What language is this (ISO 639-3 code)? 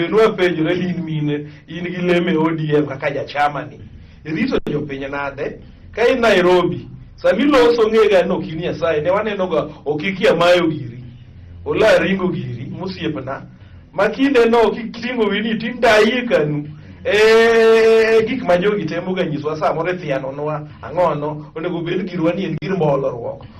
luo